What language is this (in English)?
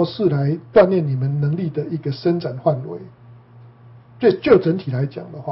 Chinese